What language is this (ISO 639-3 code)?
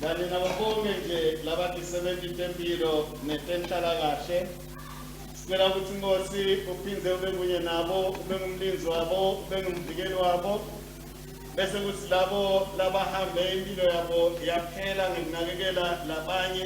ssw